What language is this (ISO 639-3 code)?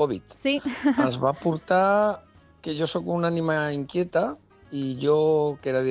cat